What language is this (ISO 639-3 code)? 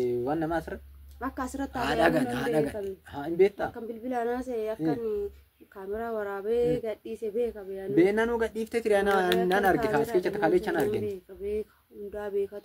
orm